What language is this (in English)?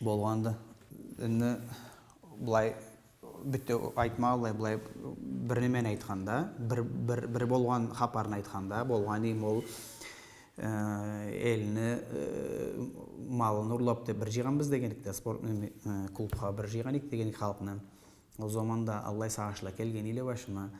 Karachay-Balkar